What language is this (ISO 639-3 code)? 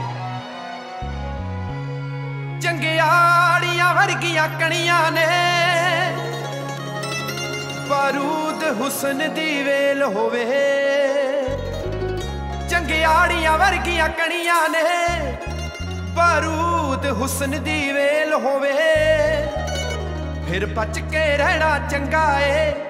pan